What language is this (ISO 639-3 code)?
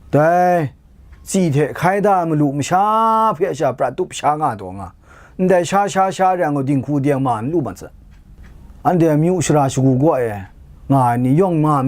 kac